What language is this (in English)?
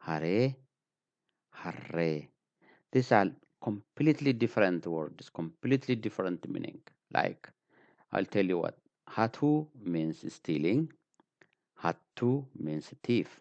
English